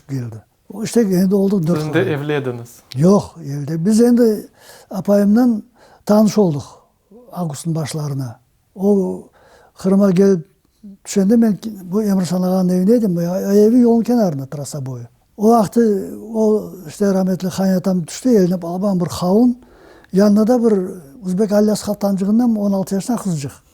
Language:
Crimean Tatar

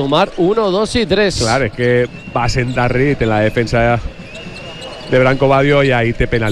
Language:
Catalan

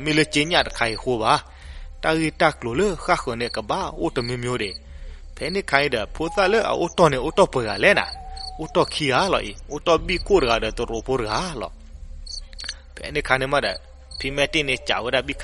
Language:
S'gaw Karen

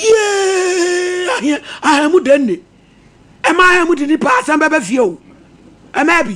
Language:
Akan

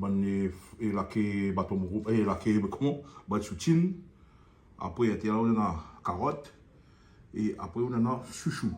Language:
Réunion Creole French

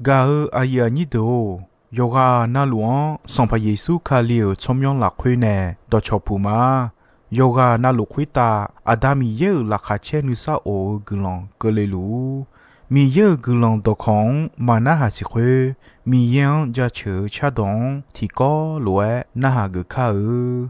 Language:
Akha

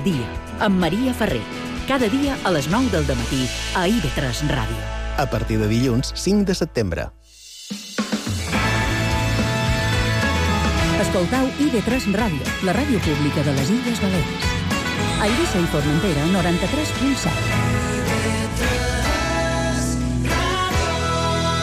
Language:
Catalan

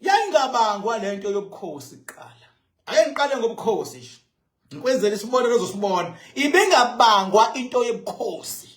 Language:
Zulu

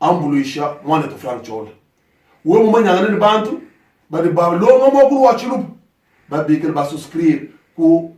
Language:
Luba-Lulua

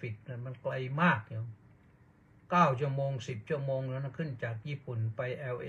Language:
Thai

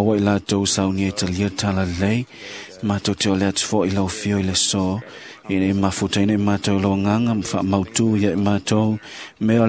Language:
Samoan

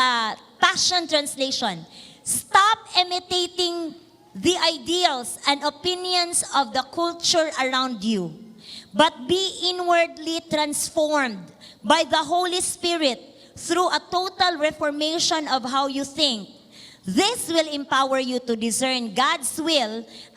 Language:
Cebuano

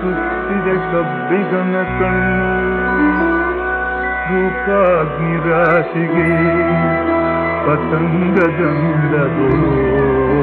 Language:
Kannada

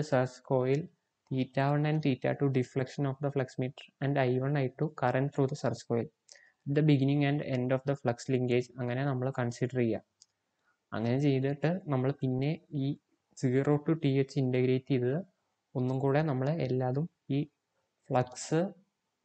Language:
Malayalam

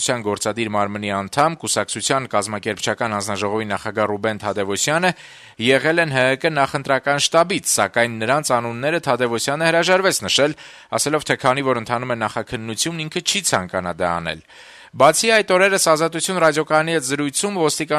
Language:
Armenian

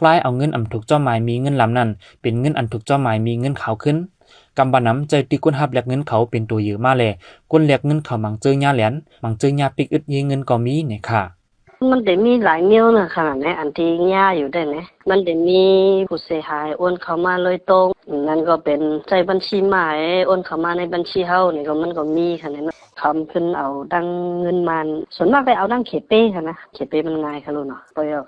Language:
Shan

